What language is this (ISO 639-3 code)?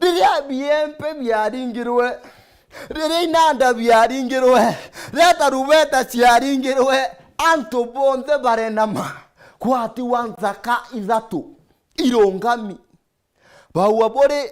mer